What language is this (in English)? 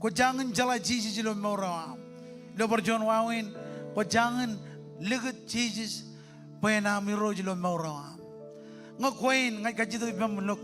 Marshallese